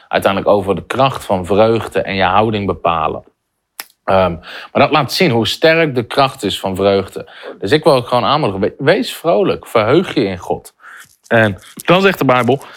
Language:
Dutch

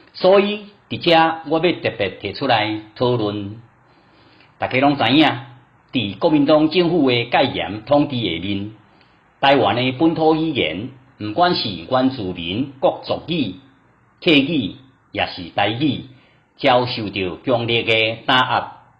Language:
Min Nan Chinese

